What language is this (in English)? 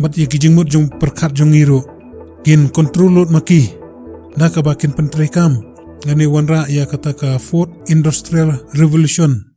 Khasi